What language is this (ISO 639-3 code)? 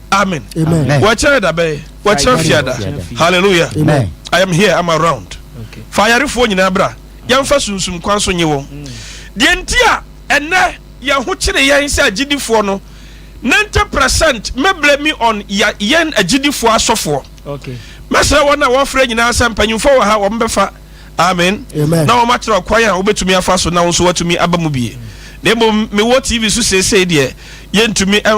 aka